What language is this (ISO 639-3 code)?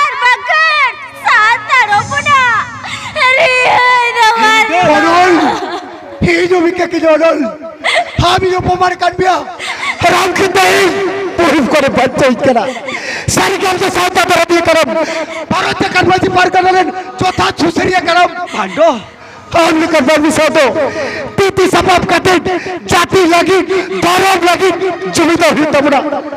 sat